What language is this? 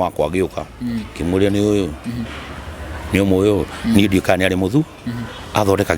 Kikuyu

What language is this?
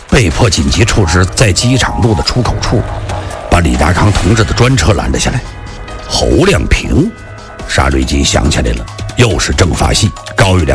Chinese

